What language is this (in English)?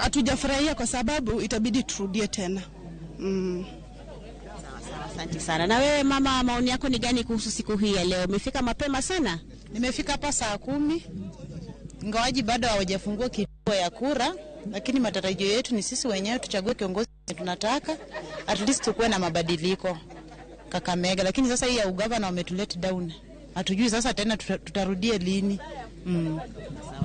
Luo (Kenya and Tanzania)